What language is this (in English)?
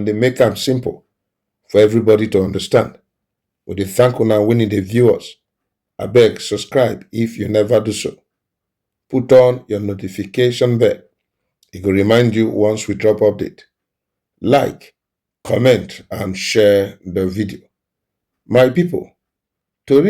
Nigerian Pidgin